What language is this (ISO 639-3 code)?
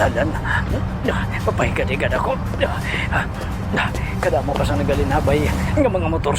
hil